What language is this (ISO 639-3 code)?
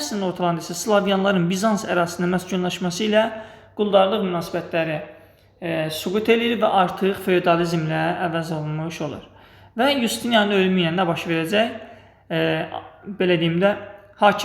aze